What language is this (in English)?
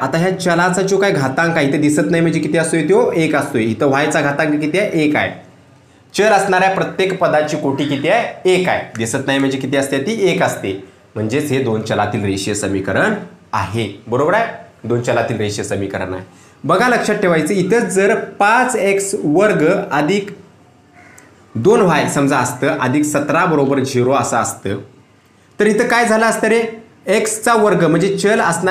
Marathi